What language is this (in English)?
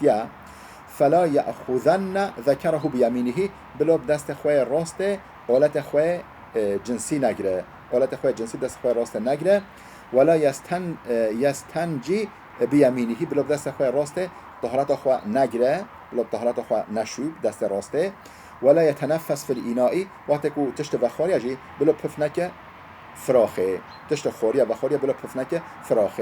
Kurdish